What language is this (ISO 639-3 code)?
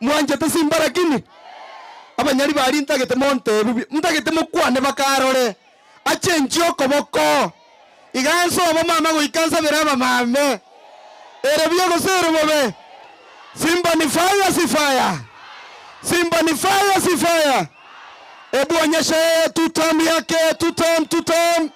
guz